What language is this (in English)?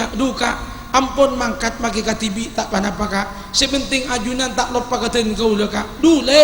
Madurese